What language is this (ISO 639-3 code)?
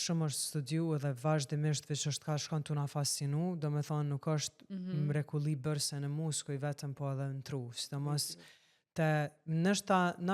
sqi